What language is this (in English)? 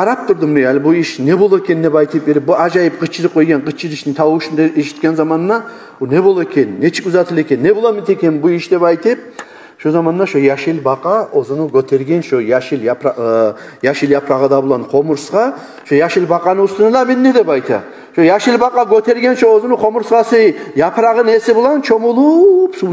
Kumyk